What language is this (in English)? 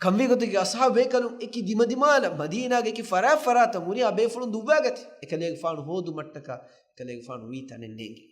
Divehi